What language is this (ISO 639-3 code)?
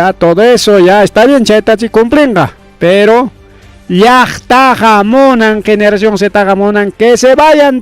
quy